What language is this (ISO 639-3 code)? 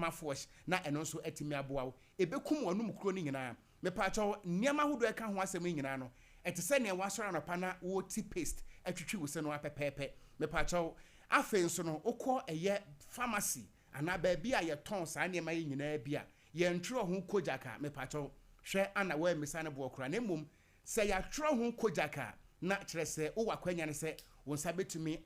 aka